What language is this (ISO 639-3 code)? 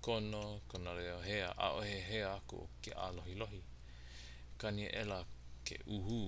haw